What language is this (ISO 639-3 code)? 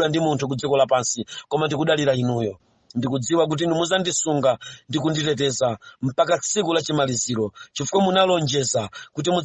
nya